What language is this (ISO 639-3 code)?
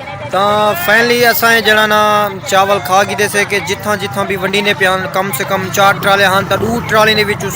skr